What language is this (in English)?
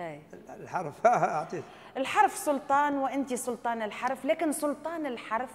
Tunisian Arabic